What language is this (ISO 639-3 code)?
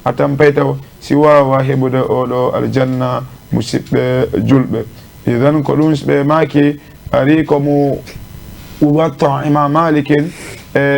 ful